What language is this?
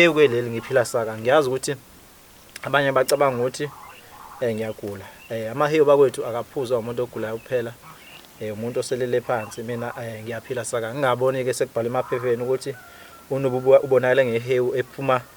Zulu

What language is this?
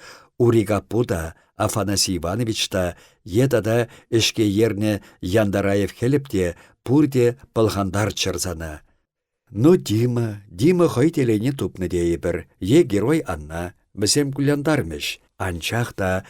Chuvash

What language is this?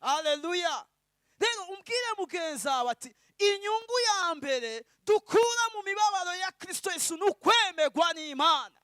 Rundi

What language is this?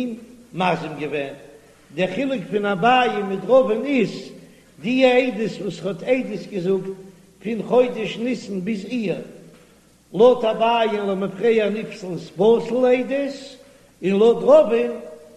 Yiddish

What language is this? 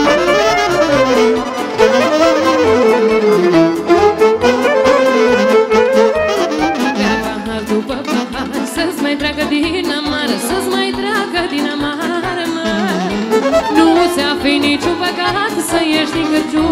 Romanian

